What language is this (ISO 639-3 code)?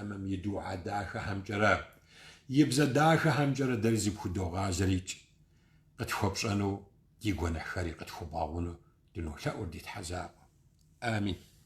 kbd